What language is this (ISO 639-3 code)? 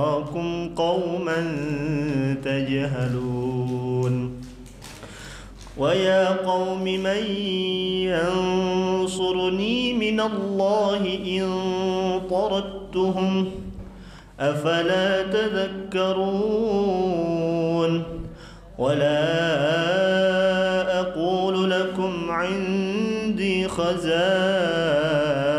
ara